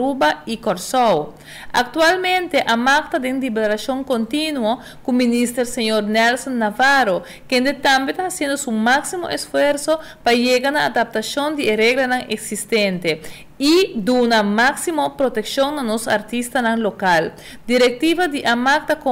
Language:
Papiamento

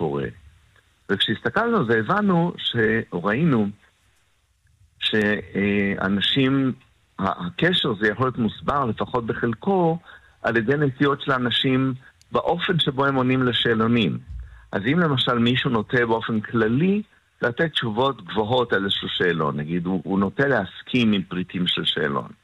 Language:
Hebrew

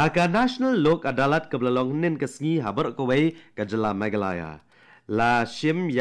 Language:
Khasi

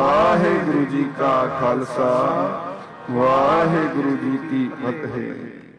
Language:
Punjabi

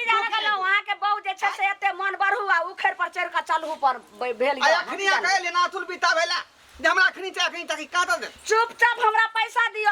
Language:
Maithili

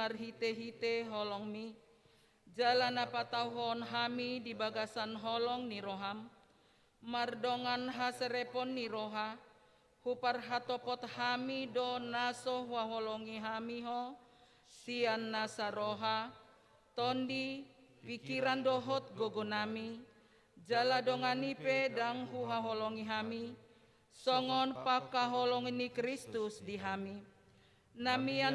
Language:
Batak Toba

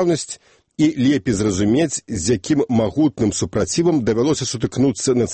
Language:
Belarusian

